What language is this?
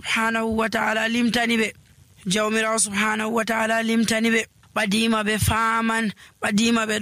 Nigerian Fulfulde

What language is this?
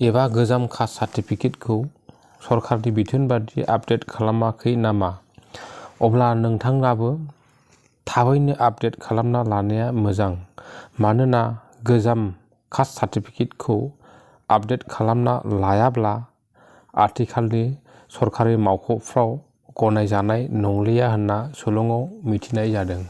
Bodo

